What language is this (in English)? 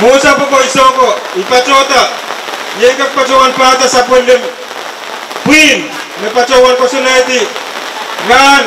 Pohnpeian